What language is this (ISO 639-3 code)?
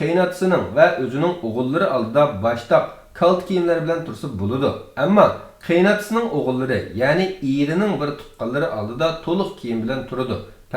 uig